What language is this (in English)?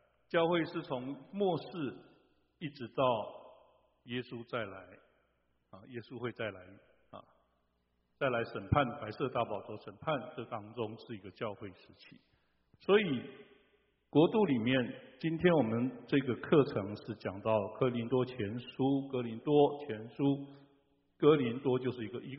Chinese